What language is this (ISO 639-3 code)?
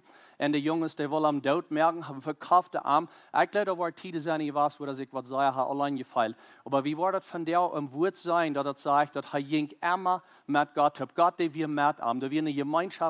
pdt